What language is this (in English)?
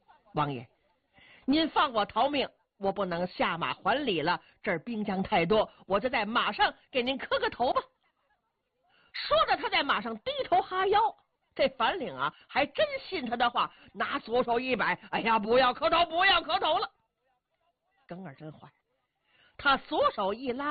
Chinese